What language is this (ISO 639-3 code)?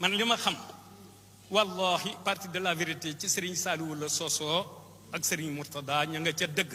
wol